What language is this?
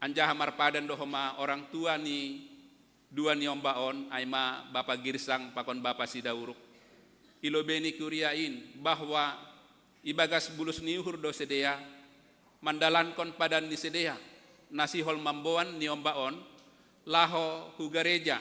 Batak Simalungun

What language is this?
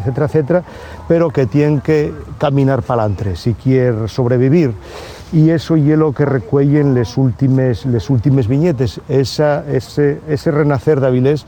Asturian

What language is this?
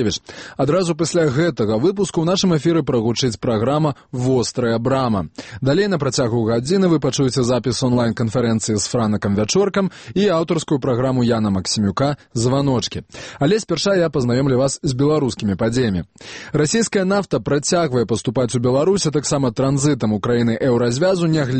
Belarusian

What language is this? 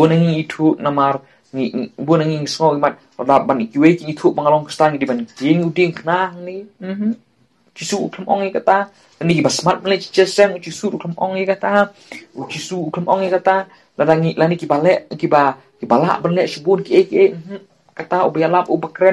Khasi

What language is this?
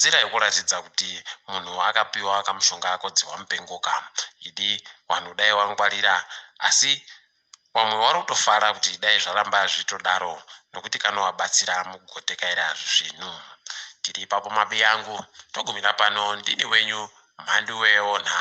Ndau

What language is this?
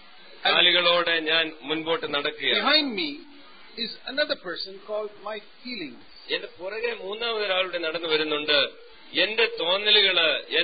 Malayalam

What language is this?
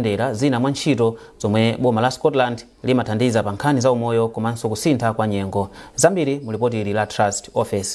Nyanja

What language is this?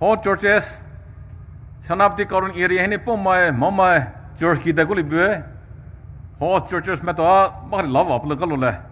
Poumei Naga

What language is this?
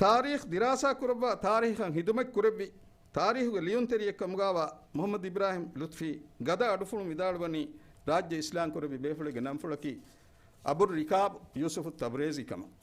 Divehi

